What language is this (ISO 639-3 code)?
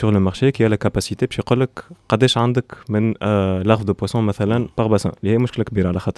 aeb